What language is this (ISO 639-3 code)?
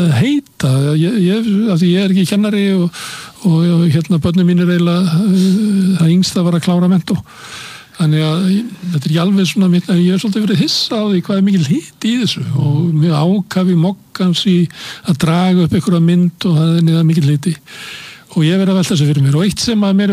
isl